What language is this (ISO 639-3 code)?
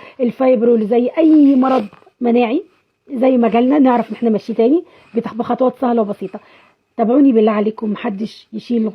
arz